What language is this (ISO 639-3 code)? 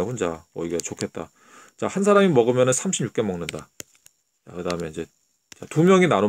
kor